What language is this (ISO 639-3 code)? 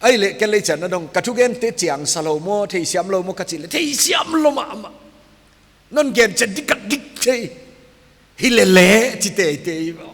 pck